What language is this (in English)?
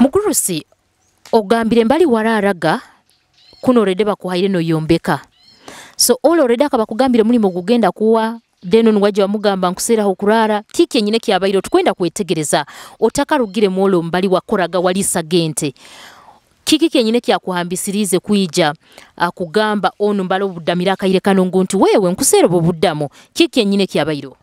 Nyoro